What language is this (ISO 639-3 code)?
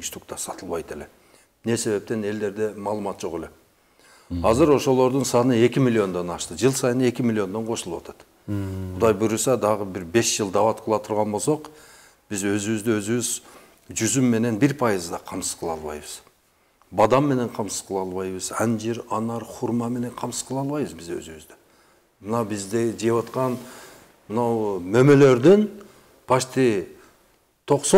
kir